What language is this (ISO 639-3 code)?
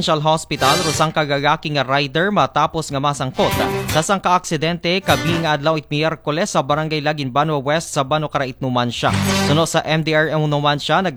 akl